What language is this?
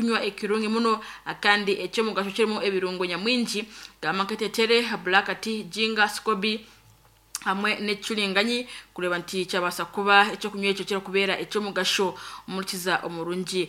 Nyankole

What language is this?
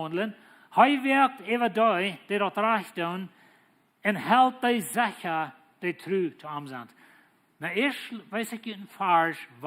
Plautdietsch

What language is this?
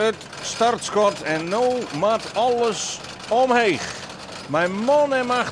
Western Frisian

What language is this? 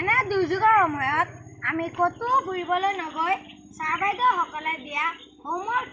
Assamese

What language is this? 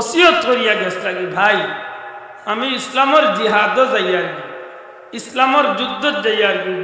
Sylheti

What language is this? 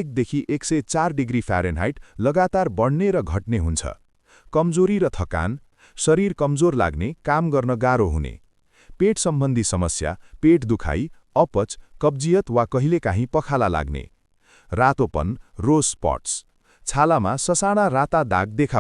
Nepali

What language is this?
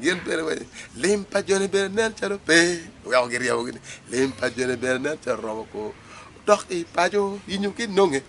Acoli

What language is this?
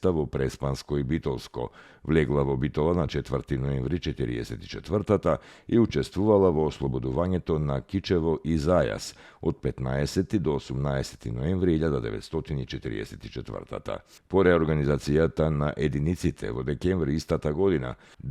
Macedonian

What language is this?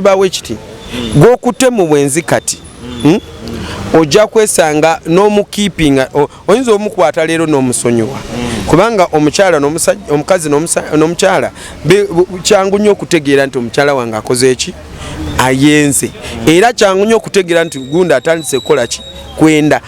Ganda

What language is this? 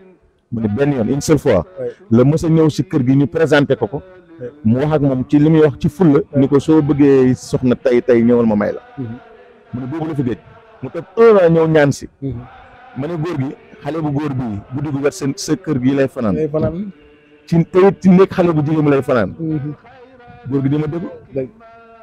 Wolof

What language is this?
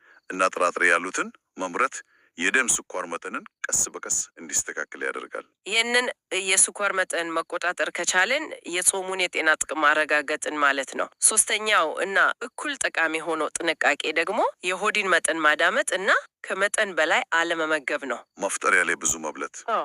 Amharic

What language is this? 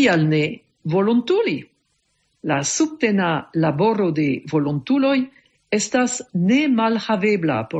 Esperanto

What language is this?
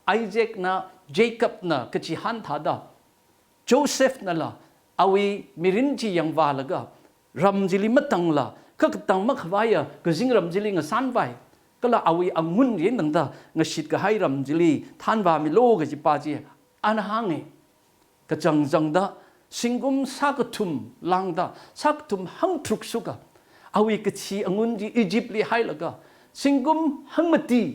Tangkhul Naga (India)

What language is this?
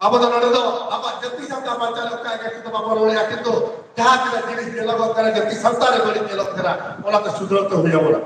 Santali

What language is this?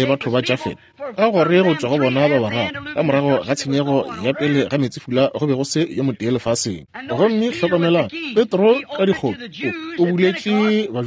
Northern Sotho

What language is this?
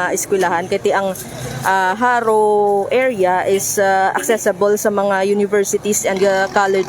Hiligaynon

